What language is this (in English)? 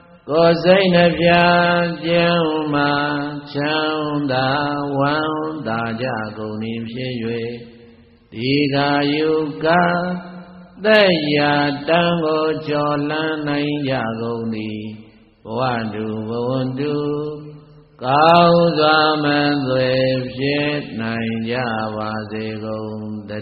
Burmese